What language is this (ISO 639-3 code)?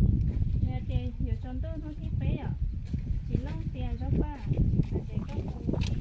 hmn